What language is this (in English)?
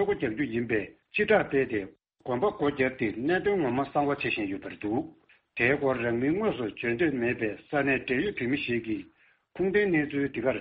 Tibetan